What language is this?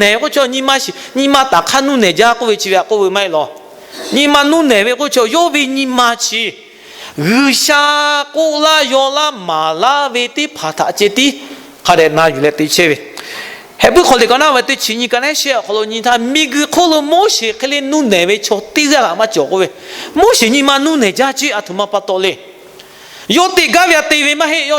Lahu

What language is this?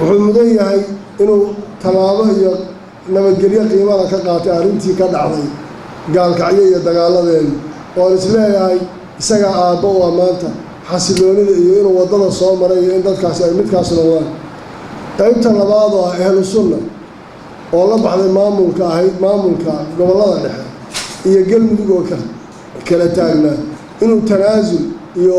Somali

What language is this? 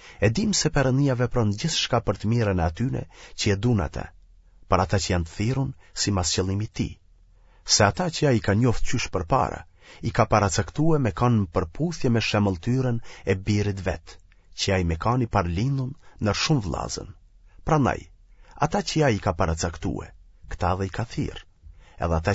Albanian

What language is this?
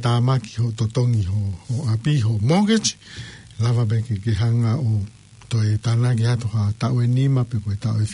Tongan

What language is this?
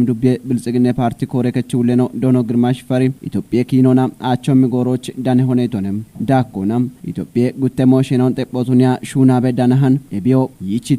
Kafa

